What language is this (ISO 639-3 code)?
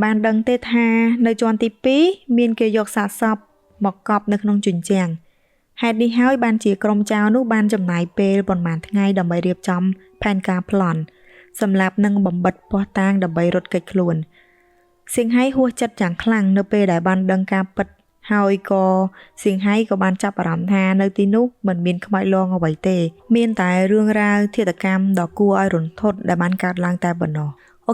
khm